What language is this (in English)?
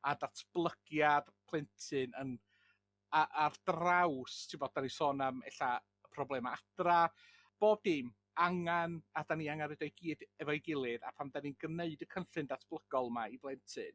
Welsh